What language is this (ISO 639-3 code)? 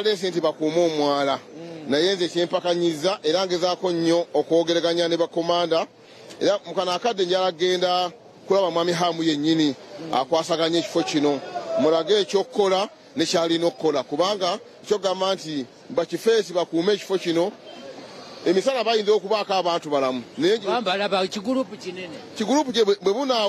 lug